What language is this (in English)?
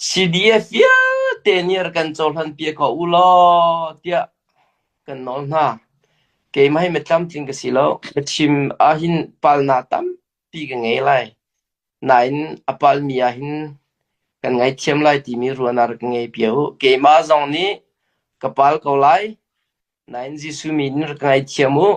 Hakha Chin